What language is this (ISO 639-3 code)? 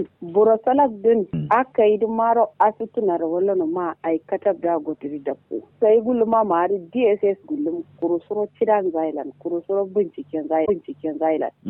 kau